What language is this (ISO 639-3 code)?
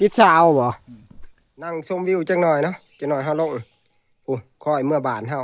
tts